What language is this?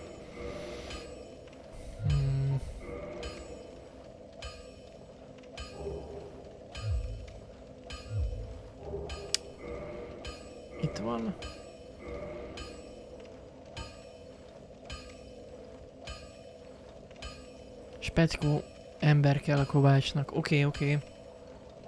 Hungarian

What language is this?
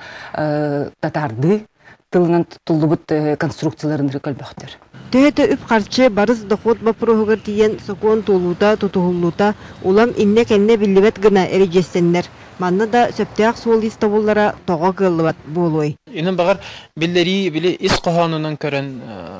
Yakut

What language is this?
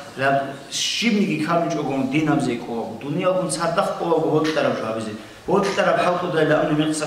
Avaric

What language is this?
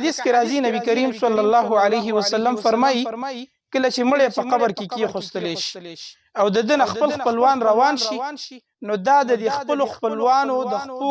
Pashto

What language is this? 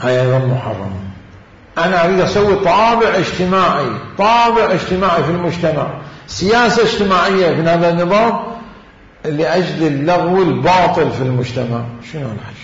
Mesopotamian Arabic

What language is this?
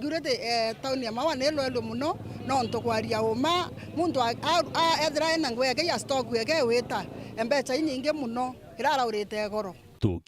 Meru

